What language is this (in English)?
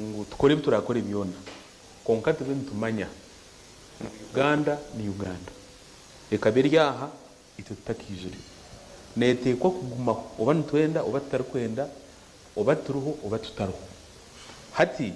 Nyankole